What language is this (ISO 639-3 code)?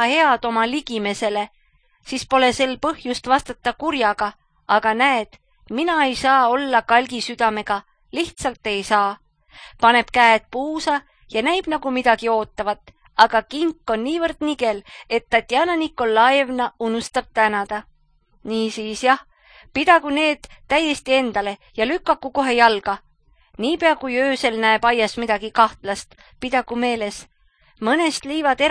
est